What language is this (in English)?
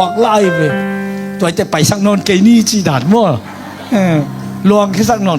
Tedim Chin